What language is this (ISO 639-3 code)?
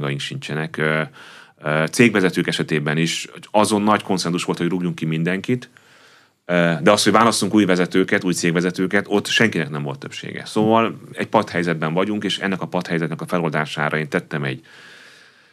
hun